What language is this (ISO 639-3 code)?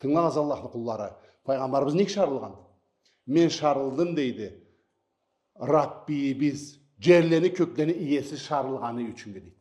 krc